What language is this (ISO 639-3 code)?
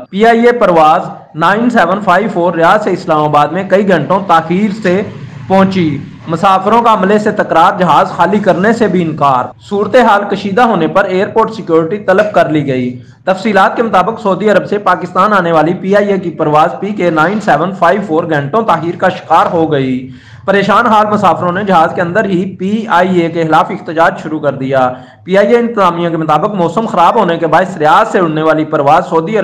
urd